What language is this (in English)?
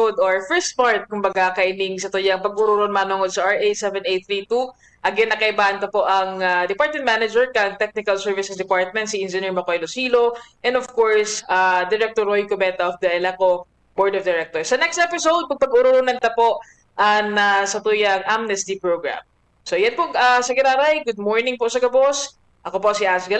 Bikol